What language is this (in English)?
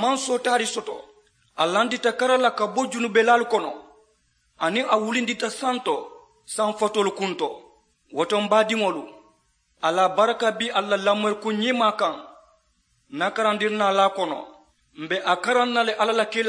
Mandingo